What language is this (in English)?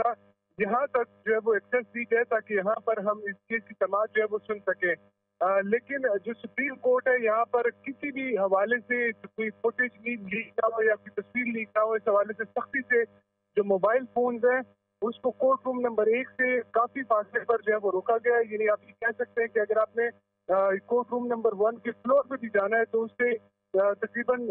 Urdu